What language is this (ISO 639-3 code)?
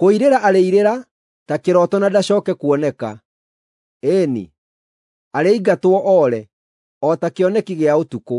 kik